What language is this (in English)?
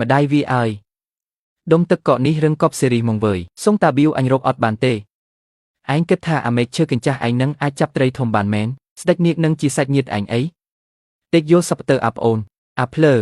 Khmer